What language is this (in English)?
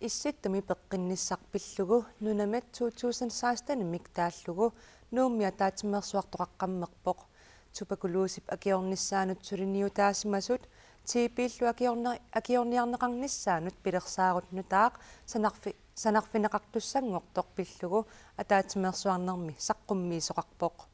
Kalaallisut